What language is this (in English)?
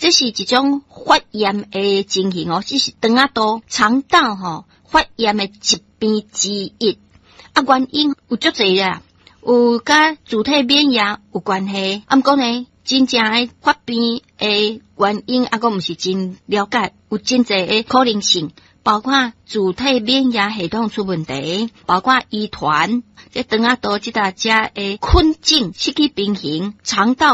Min Nan Chinese